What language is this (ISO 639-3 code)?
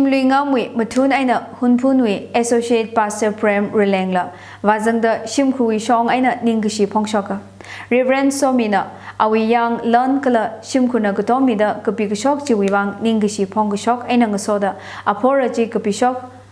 nmf